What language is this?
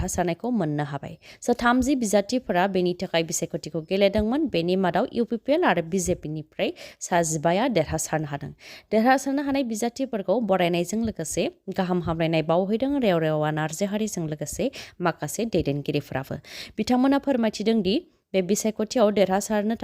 Bodo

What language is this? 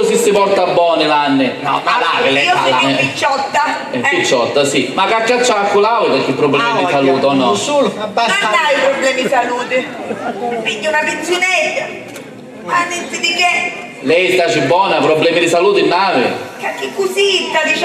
Sicilian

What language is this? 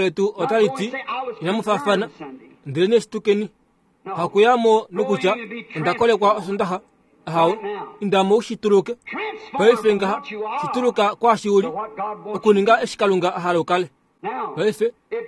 Kuanyama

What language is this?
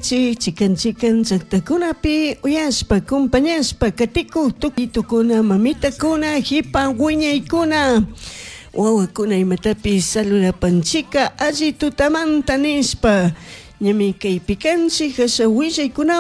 Chimborazo Highland Quichua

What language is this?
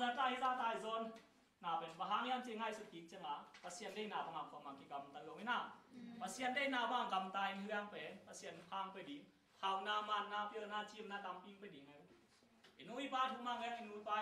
Tedim Chin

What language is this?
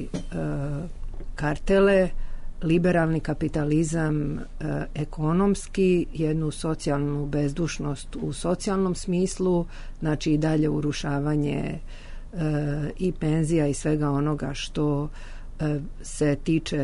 Serbian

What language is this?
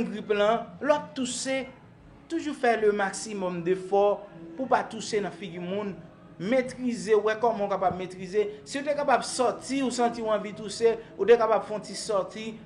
Haitian Creole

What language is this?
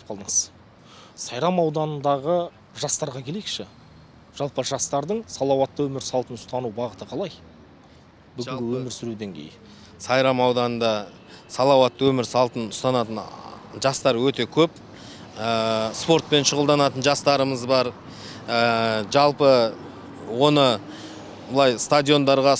Kazakh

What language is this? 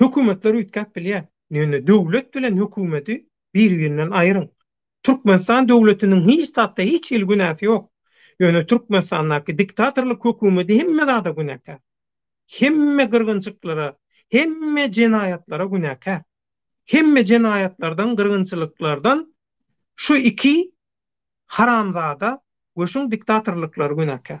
Turkmen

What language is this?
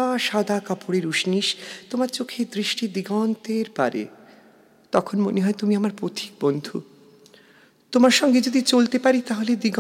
Bangla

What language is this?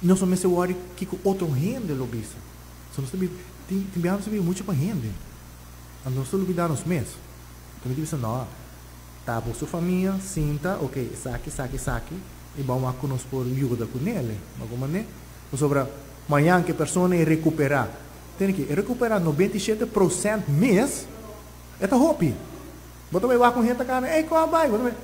Papiamento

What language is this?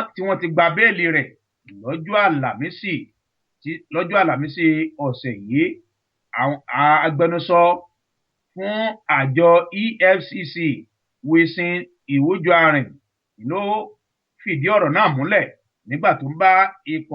Yoruba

